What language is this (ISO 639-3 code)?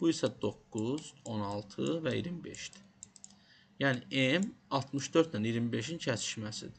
aze